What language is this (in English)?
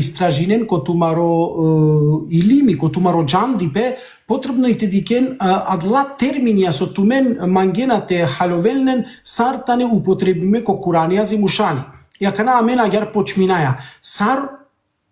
Balkan Romani